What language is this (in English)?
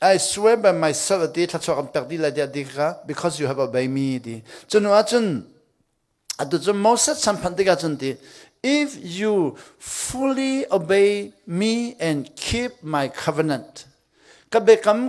Hakha Chin